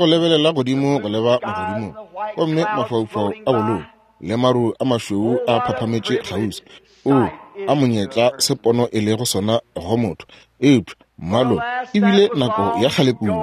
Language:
Northern Sotho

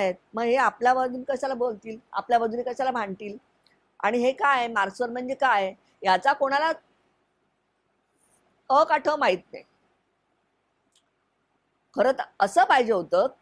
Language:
Marathi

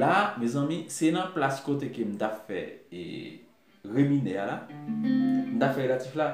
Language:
Haitian Creole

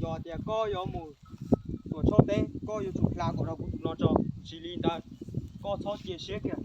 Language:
Hmong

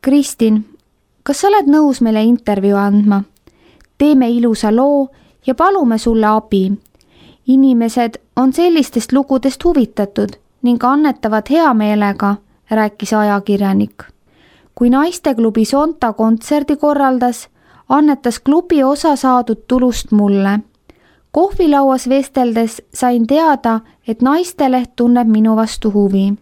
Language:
Estonian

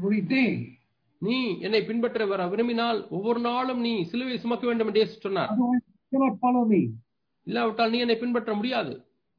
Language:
Tamil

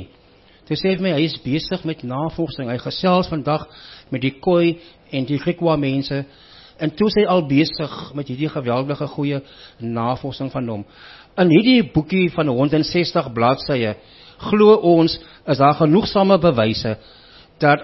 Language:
Afrikaans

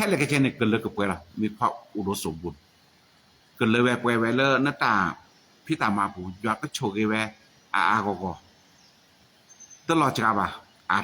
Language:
S'gaw Karen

